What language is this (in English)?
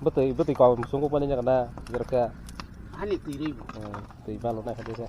Kok Borok